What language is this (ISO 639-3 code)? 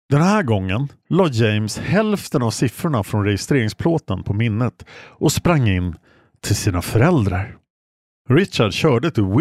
swe